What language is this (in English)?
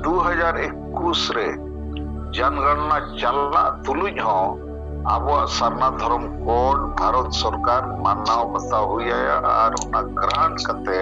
Santali